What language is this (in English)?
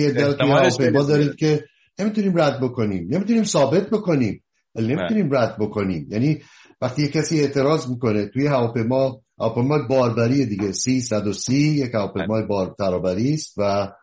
Persian